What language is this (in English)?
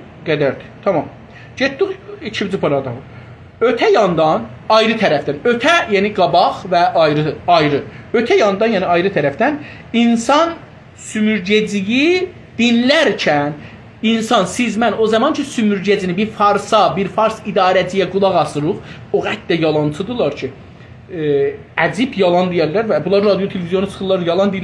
South Azerbaijani